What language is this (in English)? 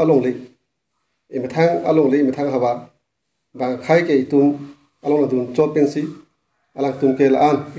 Karbi